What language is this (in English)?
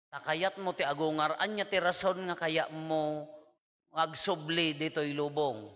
Iloko